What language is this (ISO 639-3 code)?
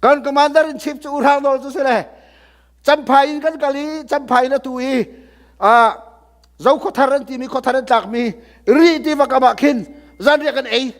cnh